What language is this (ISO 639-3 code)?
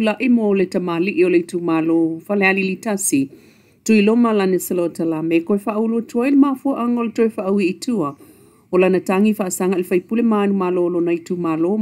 smo